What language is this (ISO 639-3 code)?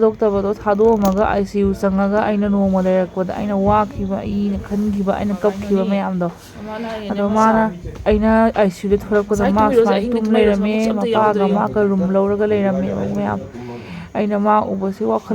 mni